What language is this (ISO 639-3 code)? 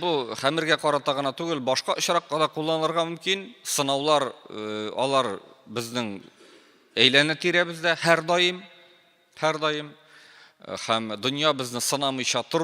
tat